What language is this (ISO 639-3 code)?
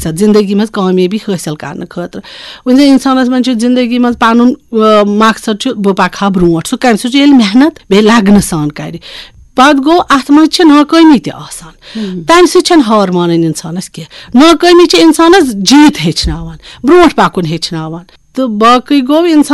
kas